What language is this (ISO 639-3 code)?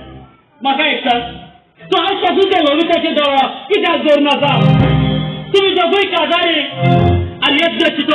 kok